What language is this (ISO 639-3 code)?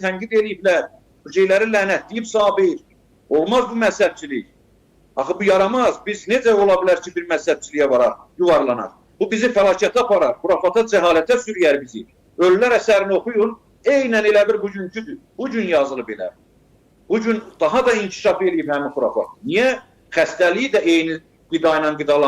aze